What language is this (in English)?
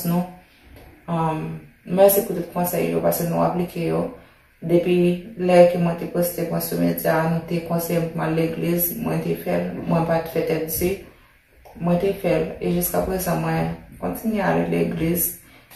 Haitian Creole